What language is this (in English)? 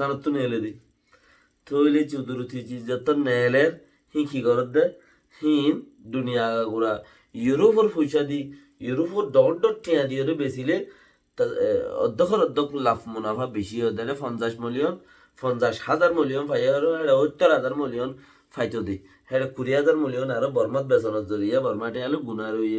Rohingya